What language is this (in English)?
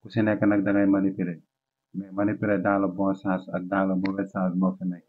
Wolof